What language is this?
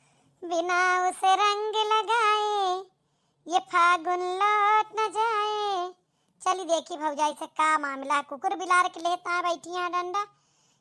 Awadhi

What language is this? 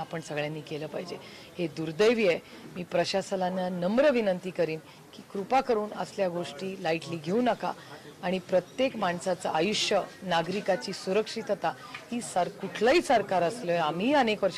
Marathi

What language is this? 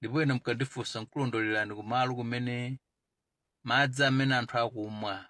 Nyanja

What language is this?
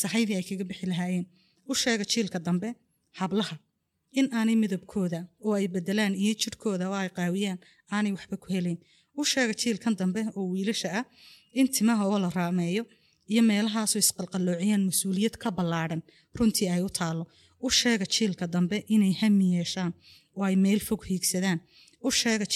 Somali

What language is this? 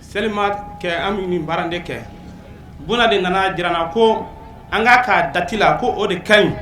Bambara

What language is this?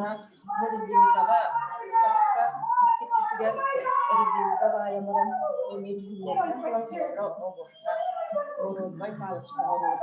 Yakut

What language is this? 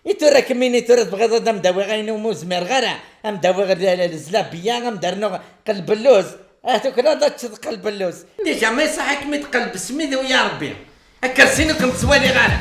Kabyle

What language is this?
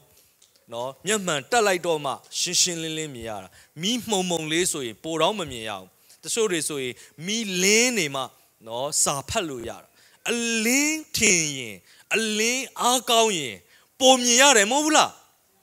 Burmese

